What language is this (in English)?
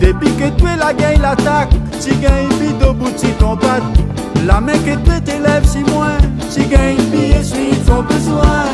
Réunion Creole French